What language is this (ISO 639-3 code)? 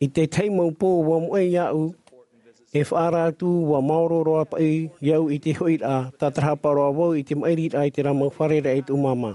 tah